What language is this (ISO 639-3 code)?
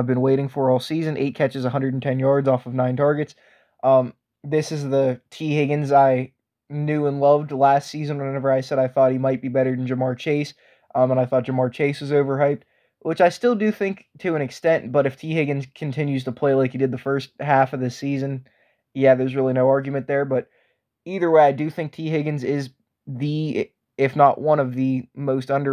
eng